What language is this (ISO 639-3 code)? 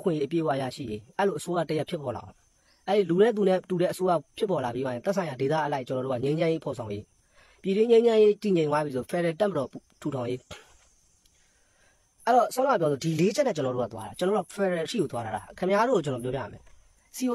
mya